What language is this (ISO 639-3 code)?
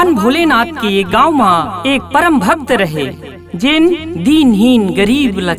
hne